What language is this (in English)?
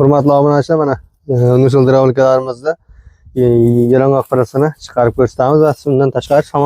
Uzbek